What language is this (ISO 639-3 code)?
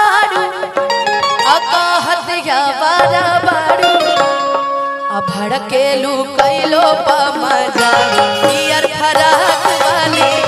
bho